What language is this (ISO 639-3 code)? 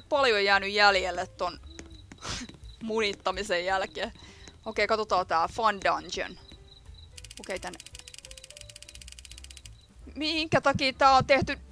fin